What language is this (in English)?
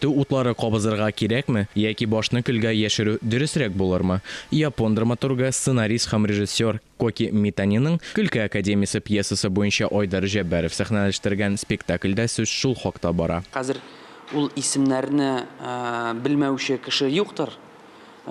Tatar